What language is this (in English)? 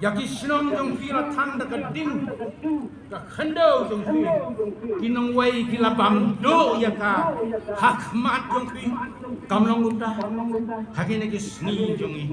Khasi